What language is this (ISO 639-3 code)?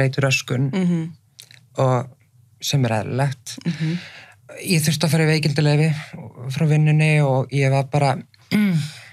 isl